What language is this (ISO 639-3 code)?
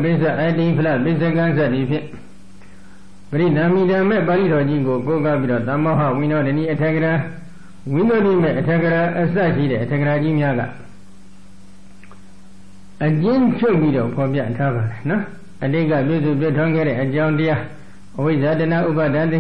mya